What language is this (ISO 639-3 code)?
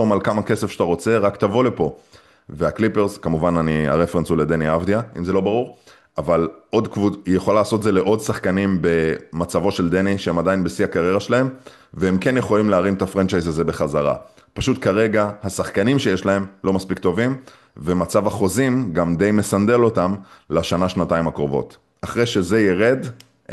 heb